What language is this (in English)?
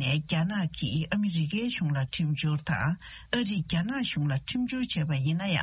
Tibetan